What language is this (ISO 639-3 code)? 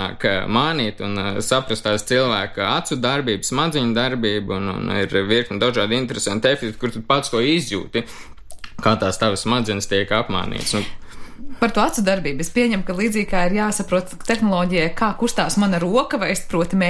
lav